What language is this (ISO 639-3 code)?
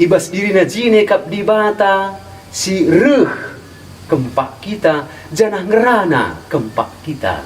btx